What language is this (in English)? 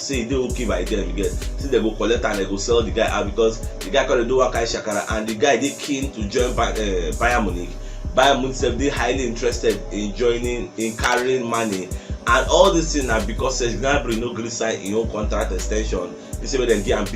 Nigerian Pidgin